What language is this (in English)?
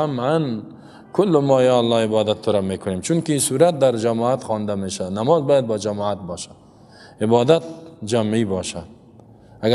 Persian